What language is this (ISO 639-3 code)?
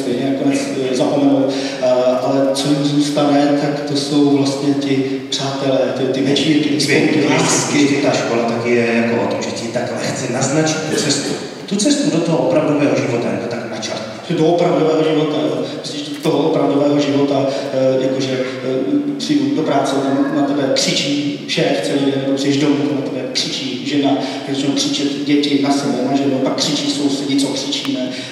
ces